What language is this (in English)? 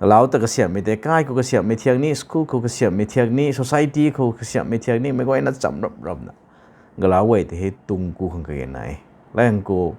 Rongmei Naga